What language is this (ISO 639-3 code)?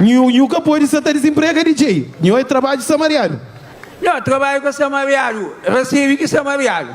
kea